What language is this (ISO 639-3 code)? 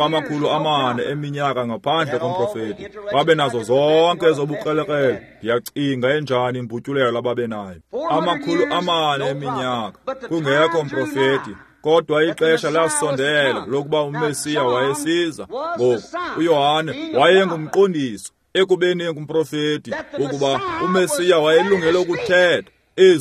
xho